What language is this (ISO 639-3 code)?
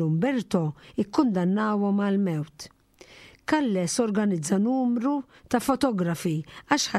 mlt